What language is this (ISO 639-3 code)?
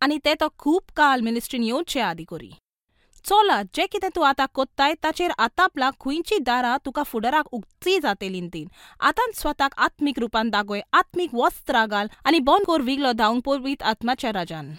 kok